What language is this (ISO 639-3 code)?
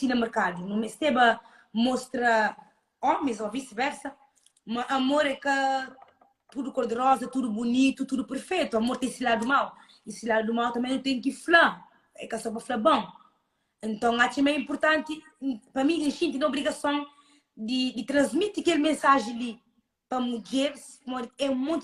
kea